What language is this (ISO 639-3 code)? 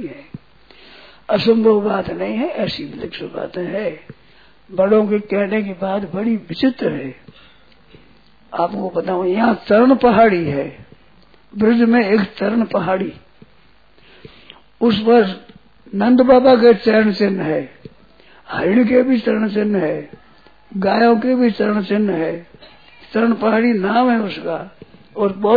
hin